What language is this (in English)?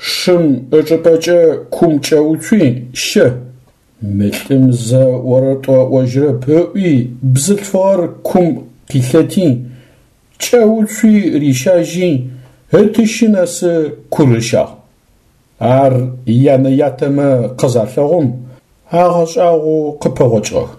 Adyghe